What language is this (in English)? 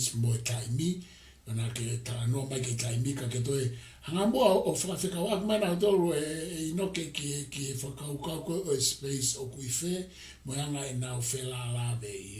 Tongan